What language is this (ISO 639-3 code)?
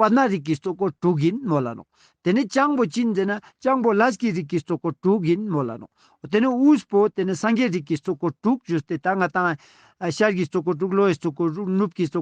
lbj